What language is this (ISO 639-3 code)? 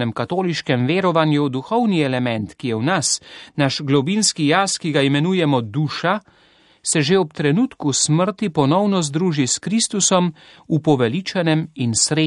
slv